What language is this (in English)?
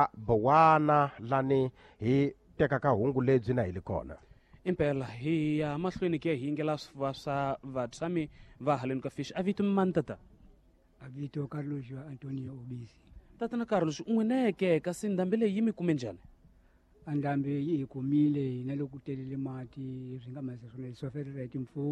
Tsonga